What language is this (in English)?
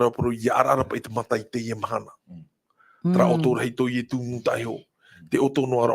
Tahitian